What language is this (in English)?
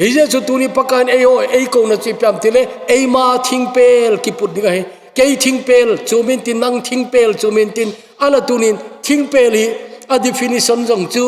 Thado Chin